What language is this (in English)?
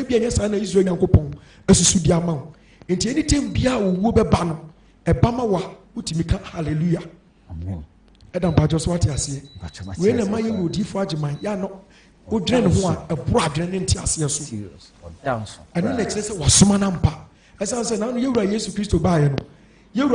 Akan